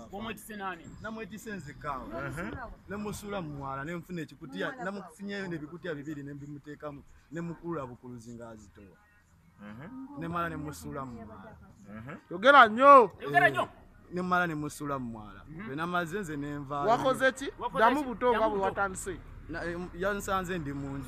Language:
Ganda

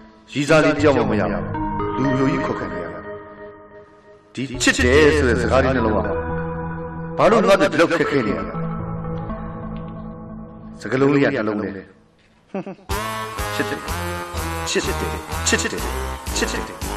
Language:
Burmese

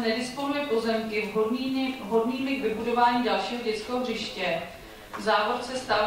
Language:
Czech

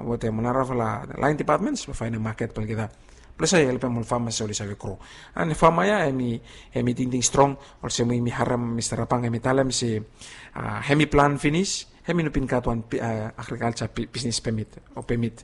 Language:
Bislama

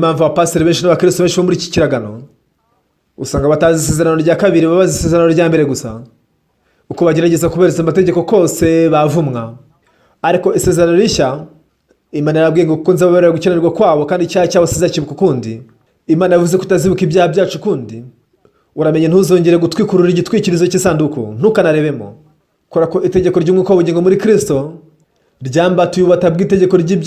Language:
Kinyarwanda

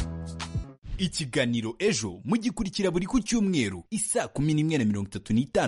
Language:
Kinyarwanda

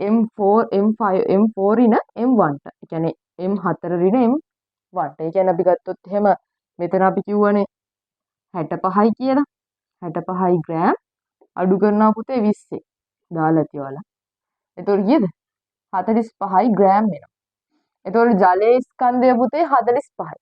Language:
Sinhala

